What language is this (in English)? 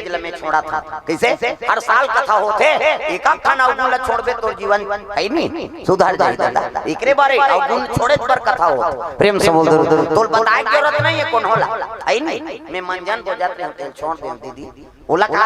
Chhattisgarhi